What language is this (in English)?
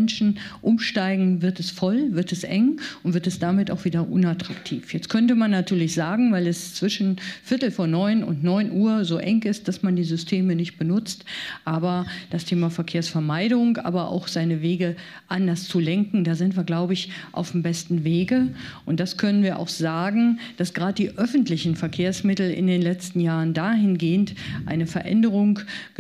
German